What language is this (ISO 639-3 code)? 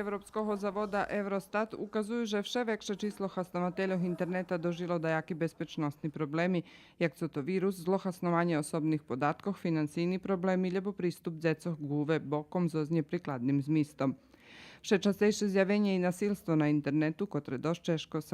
rue